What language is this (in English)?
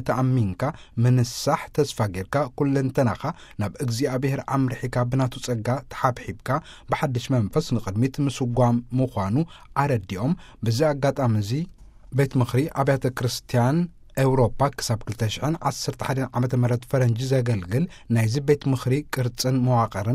Tigrinya